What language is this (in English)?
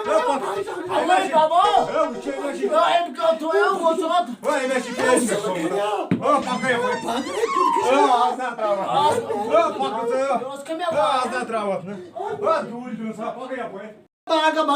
Kashmiri